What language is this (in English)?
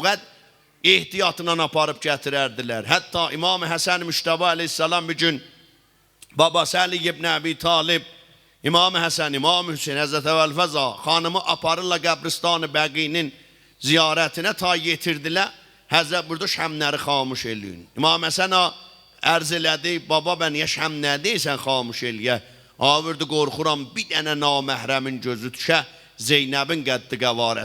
South Azerbaijani